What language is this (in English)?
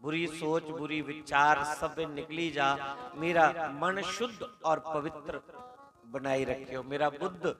Dogri